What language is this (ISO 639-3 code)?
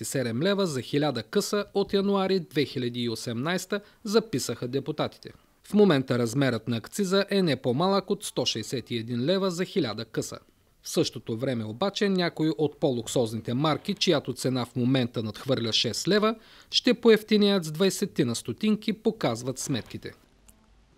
bul